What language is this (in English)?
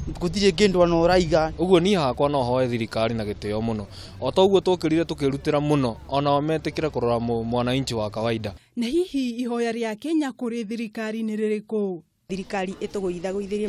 Kikuyu